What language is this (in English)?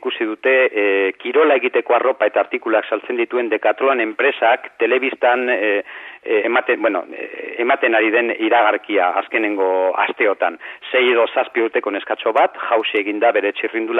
Basque